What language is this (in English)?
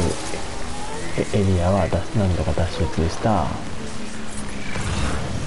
Japanese